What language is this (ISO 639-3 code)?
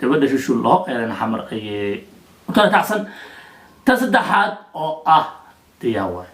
som